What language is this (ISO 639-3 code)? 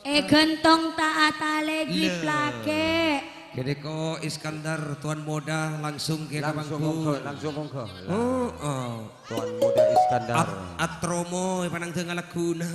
mad